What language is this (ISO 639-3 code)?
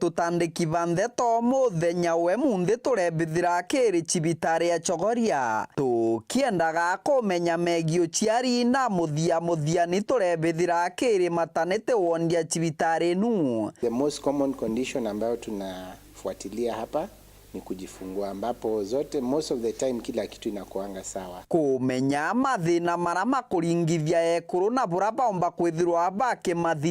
mer